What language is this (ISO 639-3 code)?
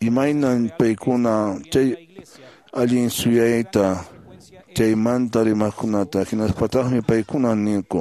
que